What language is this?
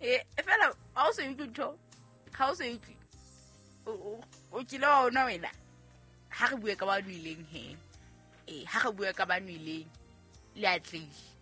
Southern Sotho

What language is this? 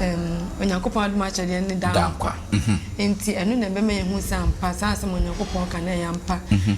Akan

